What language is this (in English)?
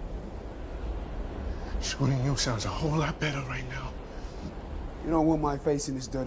English